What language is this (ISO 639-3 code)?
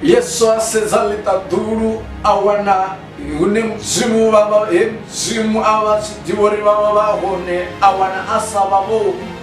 ven